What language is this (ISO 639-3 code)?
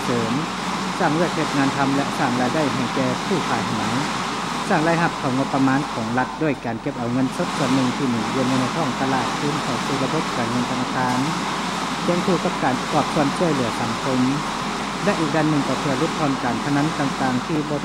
lao